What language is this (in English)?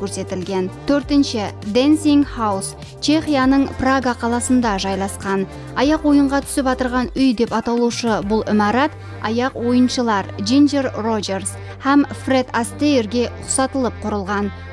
Kara-Kalpak